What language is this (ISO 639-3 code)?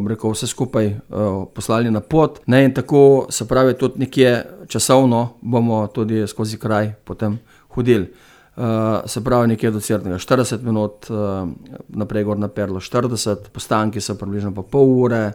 slv